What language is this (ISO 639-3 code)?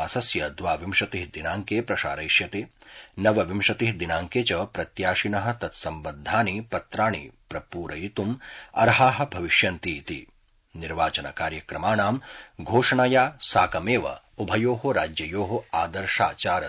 san